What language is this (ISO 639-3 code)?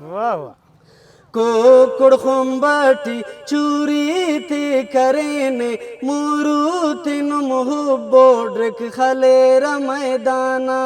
brh